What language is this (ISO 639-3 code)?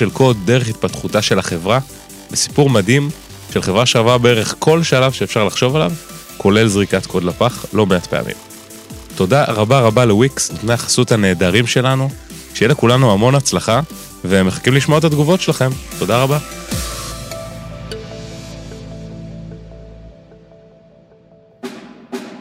heb